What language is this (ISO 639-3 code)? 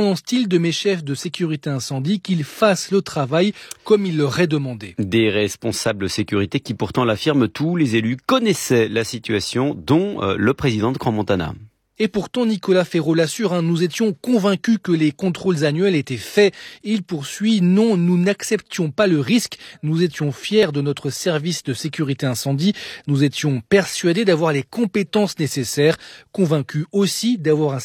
fra